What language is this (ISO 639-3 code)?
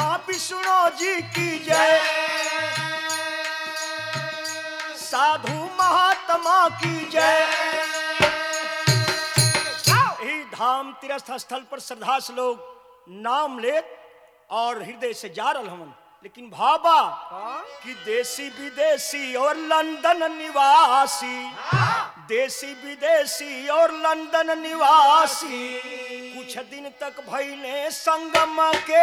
bho